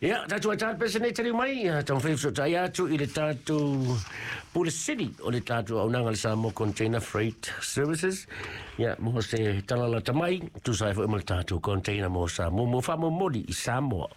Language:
Samoan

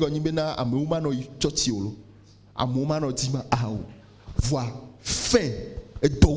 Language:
Ewe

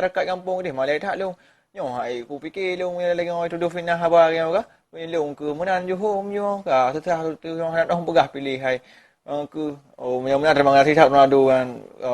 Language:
Achinese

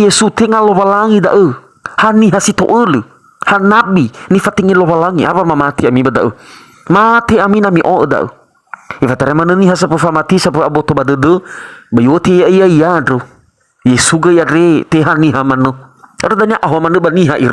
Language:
Nias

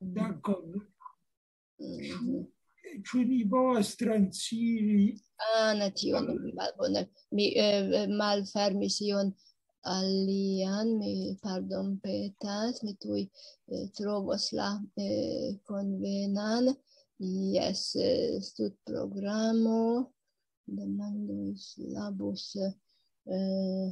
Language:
Esperanto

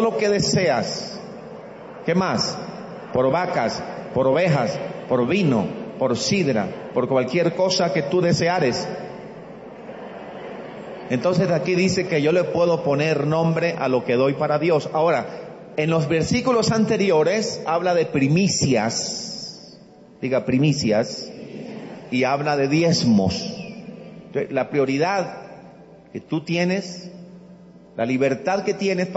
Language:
Spanish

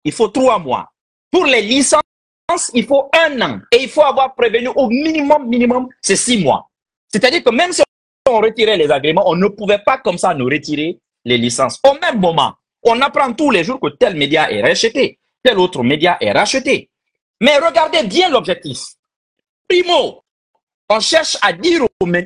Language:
French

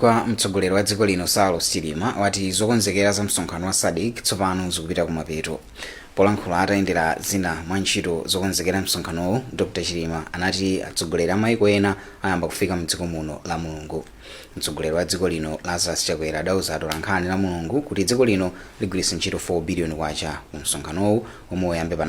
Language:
Nyanja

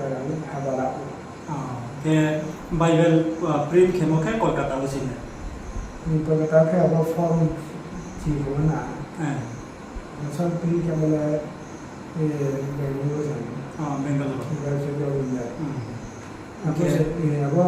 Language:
Riang (India)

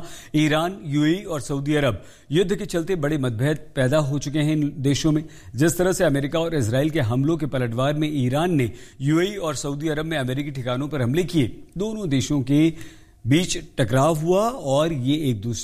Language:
Hindi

